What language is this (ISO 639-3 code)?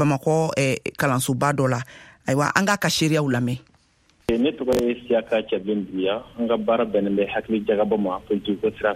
bam